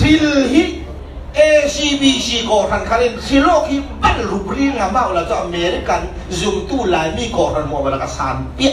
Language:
Falam Chin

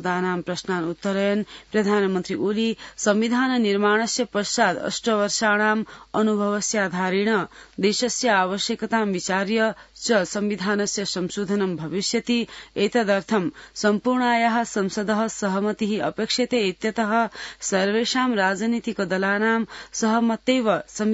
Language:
Sanskrit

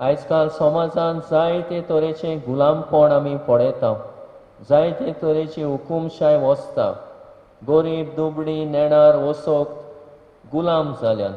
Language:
Konkani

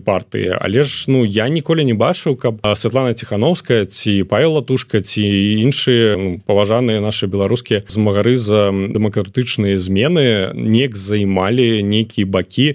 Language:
Belarusian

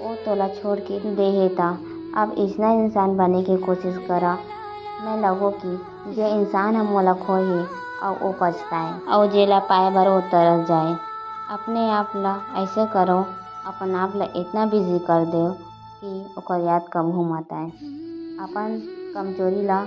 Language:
Chhattisgarhi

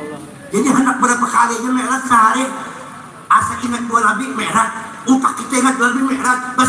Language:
Banjar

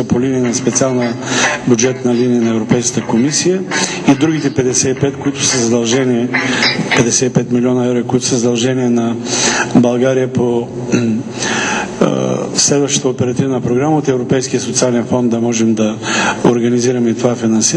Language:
Bulgarian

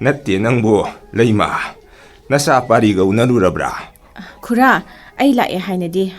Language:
Manipuri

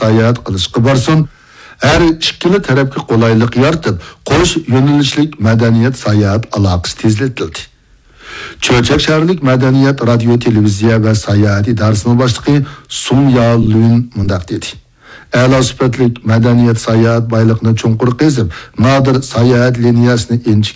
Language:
Uyghur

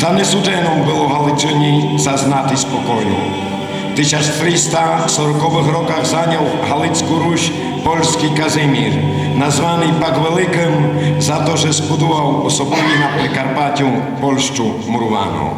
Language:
Rusyn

